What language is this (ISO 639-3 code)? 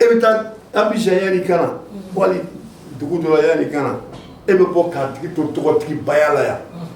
bam